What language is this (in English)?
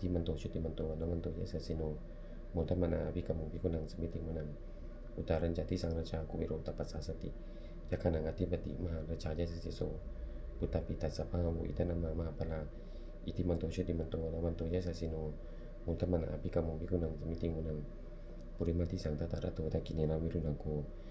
Pali